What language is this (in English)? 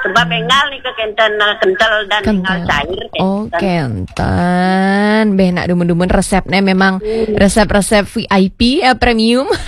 Balinese